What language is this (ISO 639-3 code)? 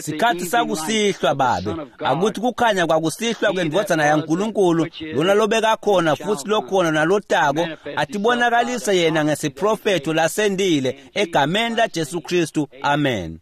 ssw